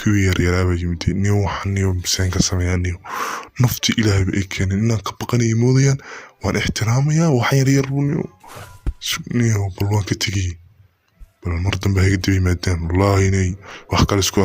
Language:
Somali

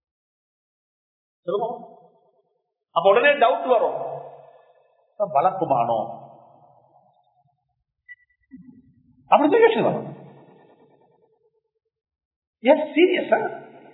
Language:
Tamil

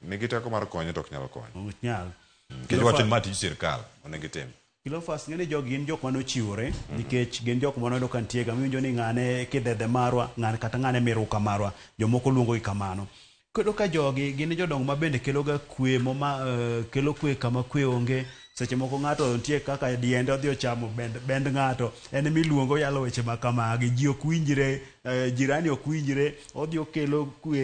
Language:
Luo (Kenya and Tanzania)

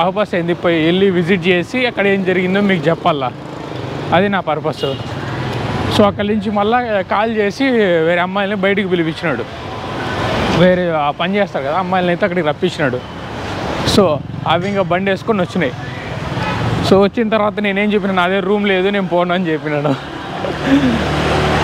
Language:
Telugu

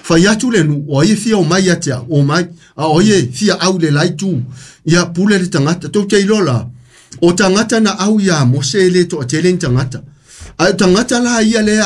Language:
Samoan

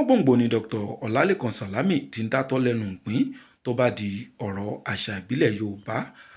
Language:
Yoruba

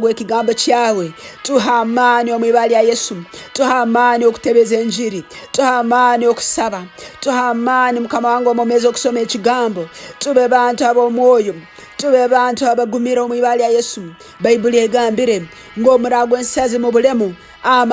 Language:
Tooro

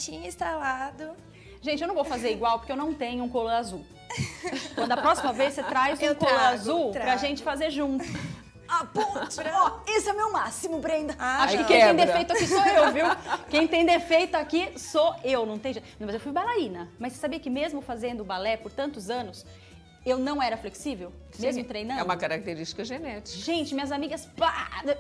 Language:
Portuguese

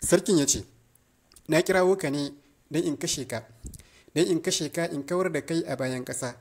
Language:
Hausa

